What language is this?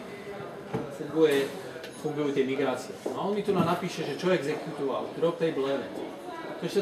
Slovak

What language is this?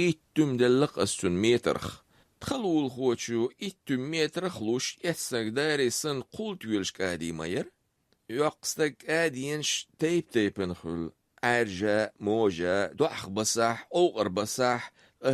Chechen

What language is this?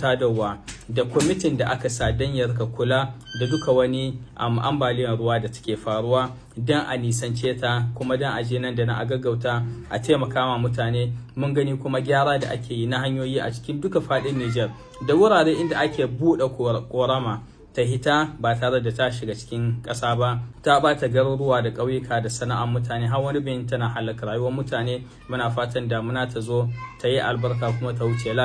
Hausa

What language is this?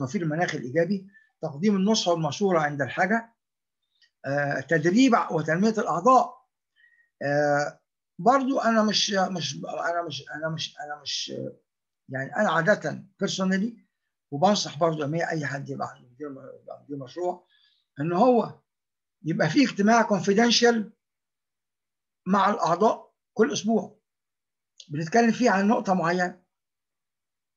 Egyptian Arabic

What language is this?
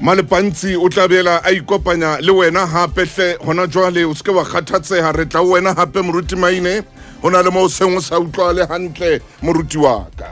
Southern Sotho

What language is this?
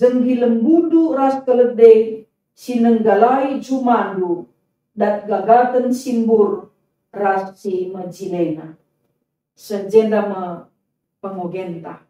Batak Karo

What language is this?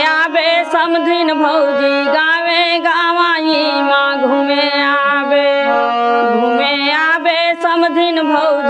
Chhattisgarhi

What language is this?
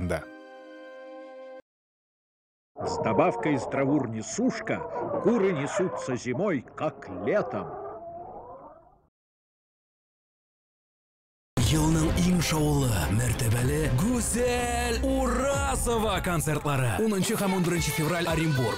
Tatar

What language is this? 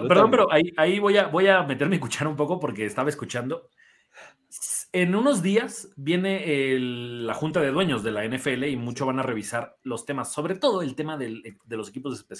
Spanish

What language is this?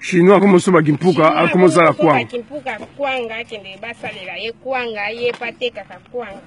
Lingala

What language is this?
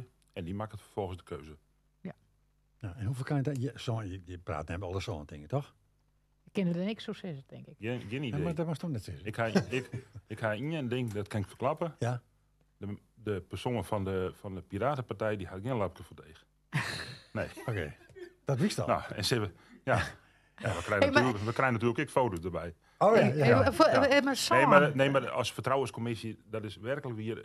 Western Frisian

